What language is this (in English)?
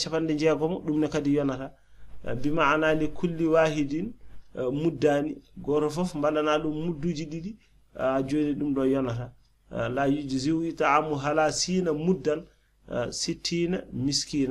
Fula